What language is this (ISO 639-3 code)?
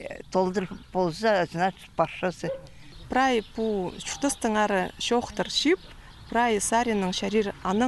kjh